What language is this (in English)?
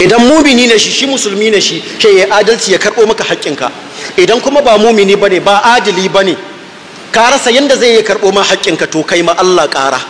Hausa